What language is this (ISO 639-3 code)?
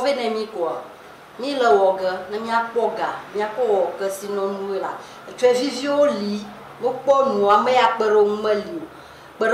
ewe